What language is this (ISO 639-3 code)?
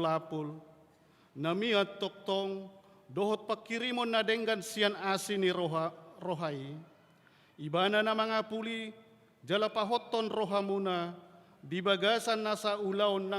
bbc